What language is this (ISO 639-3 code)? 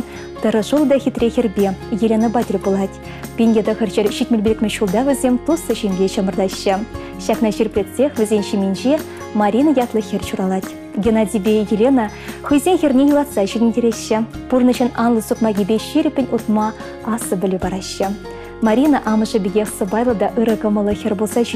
chv